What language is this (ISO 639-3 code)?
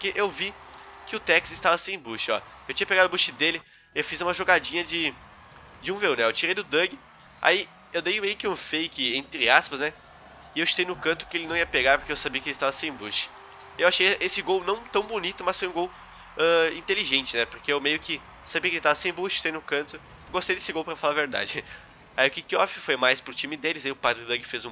por